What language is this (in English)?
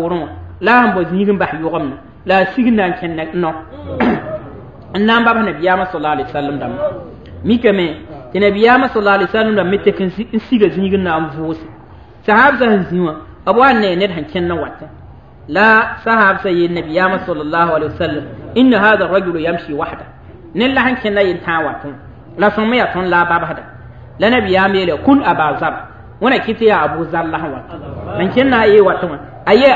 Mossi